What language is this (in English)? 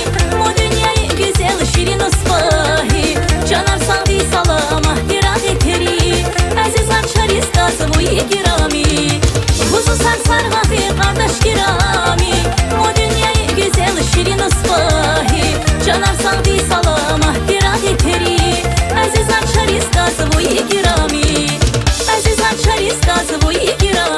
Tabassaran